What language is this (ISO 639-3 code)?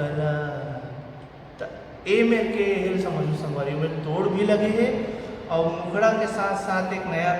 hne